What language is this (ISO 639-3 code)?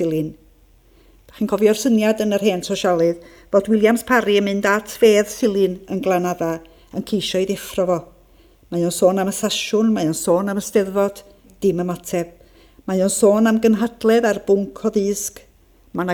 cym